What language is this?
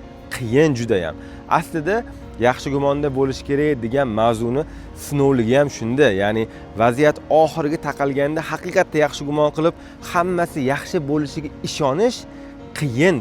Uzbek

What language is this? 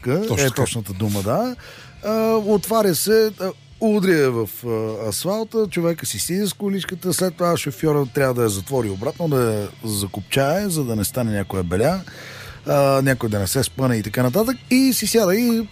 Bulgarian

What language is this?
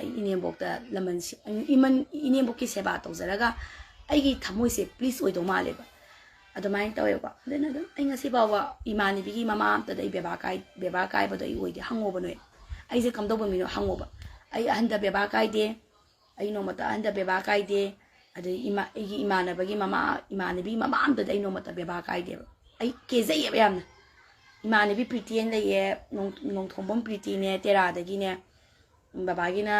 Manipuri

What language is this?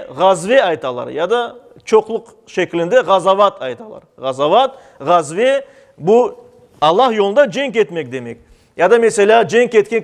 Crimean Tatar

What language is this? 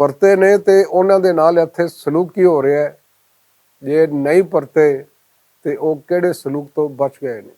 Western Panjabi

